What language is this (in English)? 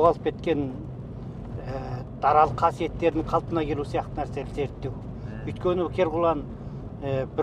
Kazakh